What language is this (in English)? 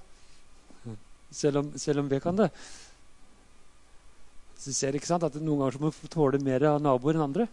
Norwegian